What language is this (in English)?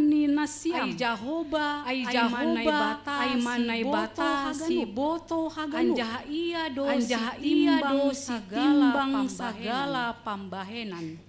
Batak Simalungun